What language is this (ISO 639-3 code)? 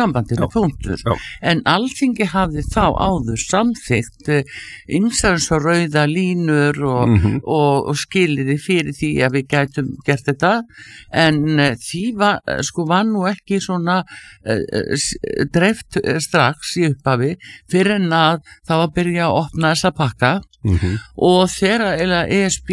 isl